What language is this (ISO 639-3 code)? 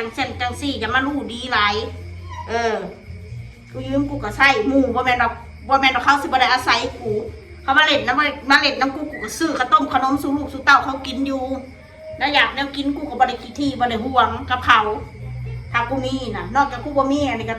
tts